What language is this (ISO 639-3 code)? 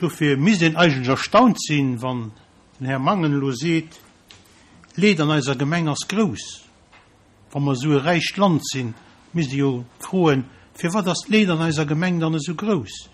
ltz